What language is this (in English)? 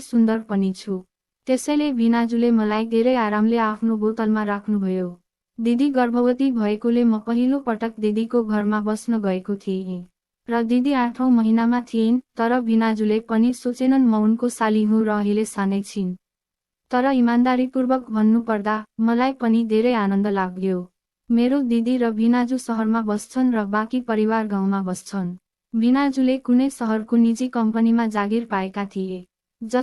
Nepali